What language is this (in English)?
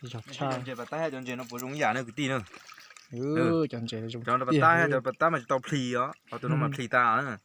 Hmong